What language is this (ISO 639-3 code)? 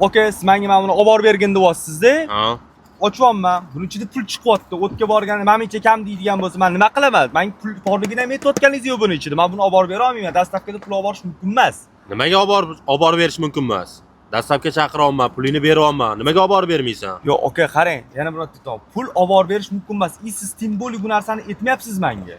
uzb